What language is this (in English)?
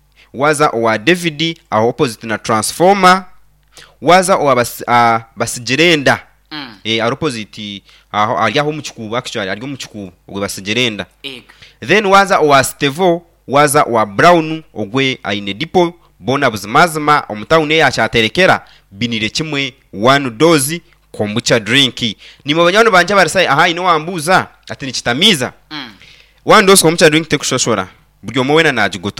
Nyankole